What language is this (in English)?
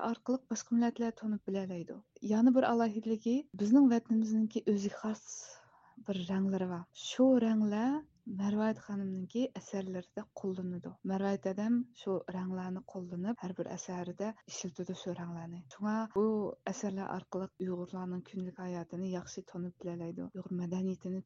Uyghur